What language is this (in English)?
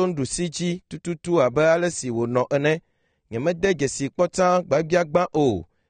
Ewe